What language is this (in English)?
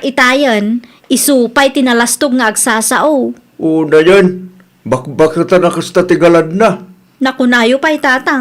Iloko